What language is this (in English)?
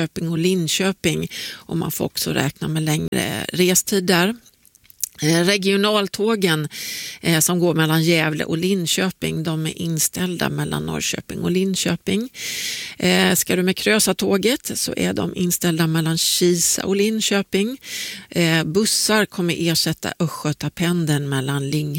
Swedish